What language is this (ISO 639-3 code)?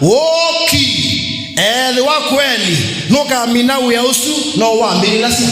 kam